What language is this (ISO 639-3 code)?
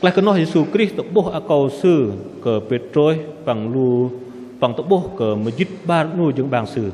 bdq